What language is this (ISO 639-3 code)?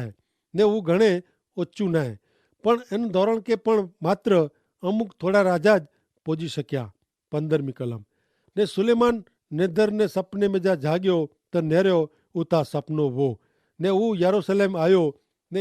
kfr